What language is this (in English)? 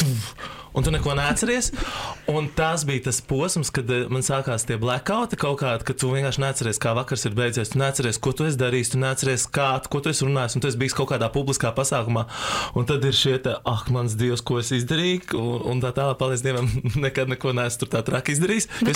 Latvian